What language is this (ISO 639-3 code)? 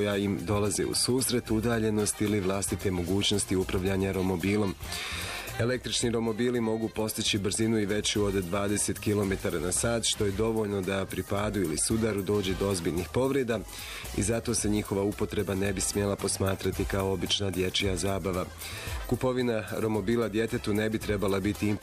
bos